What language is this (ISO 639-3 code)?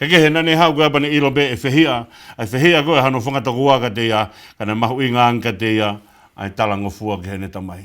ton